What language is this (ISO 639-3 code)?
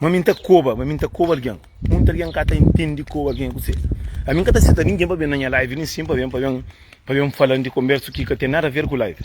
kea